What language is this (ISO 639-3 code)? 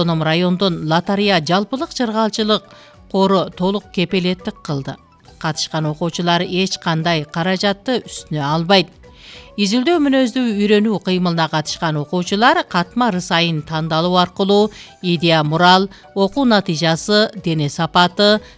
kir